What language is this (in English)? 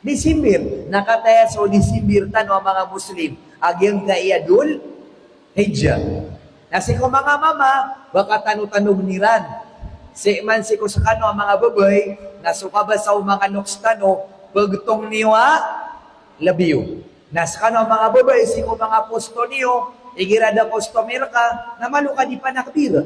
Maranao